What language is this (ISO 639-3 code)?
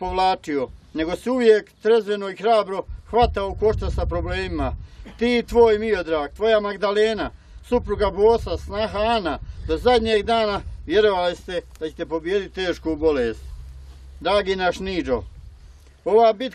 hrv